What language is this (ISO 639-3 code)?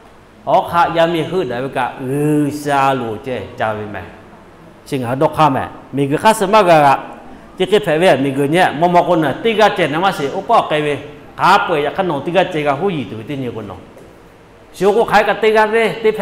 lhu